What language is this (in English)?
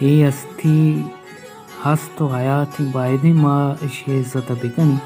Baluchi